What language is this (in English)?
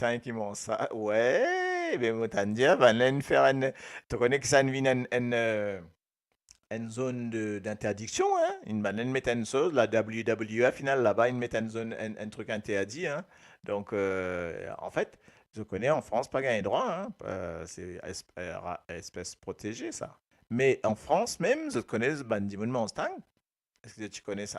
Morisyen